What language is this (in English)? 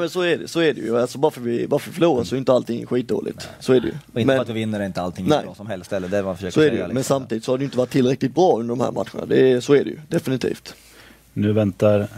Swedish